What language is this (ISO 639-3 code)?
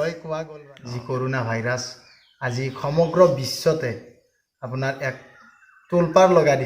asm